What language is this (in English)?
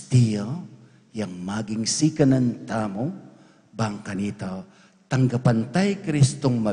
Pampanga